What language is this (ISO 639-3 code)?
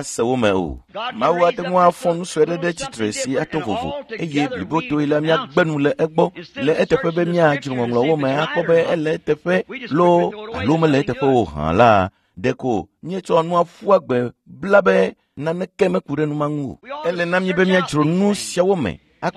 ewe